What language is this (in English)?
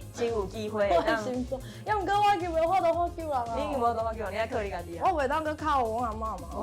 Min Nan Chinese